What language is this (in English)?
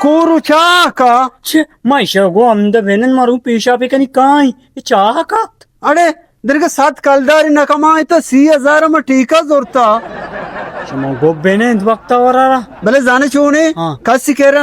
Baluchi